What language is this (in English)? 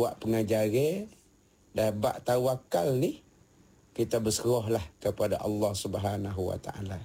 Malay